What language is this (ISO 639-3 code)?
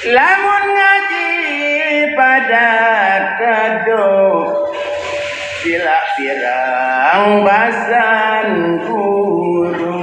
sas